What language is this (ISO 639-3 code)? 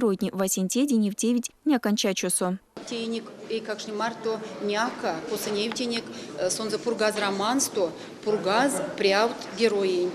myv